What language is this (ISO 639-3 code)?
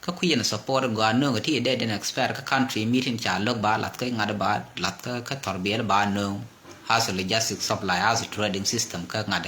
nus